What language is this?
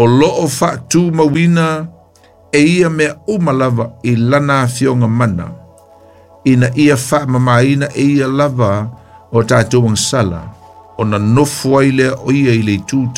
Samoan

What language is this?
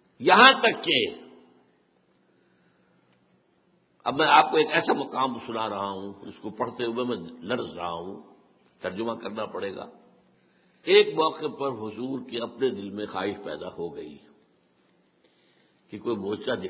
Urdu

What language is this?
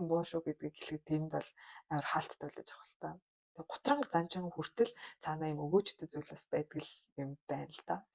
Mongolian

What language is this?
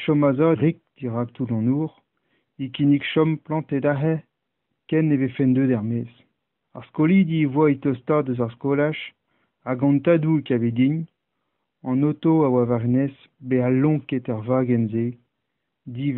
Breton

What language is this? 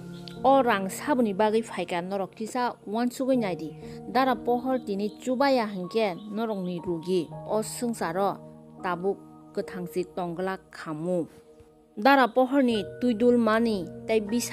Kok Borok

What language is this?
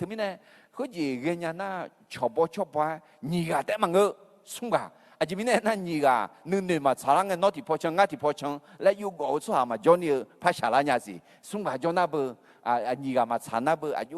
Akha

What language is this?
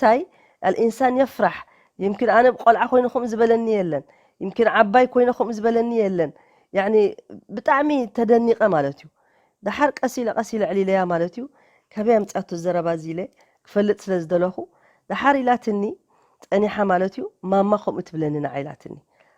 Tigrinya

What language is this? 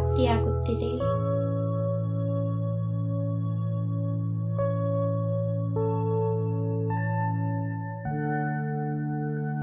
Kannada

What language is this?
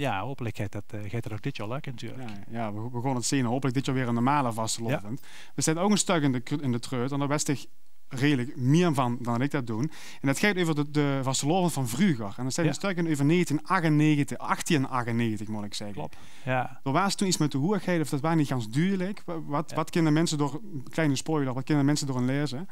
Limburgish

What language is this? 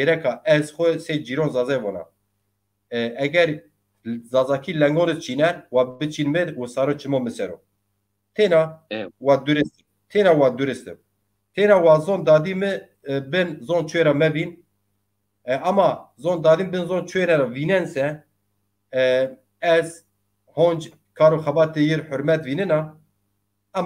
Zaza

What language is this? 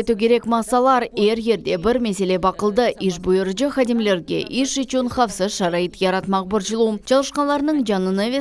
Crimean Tatar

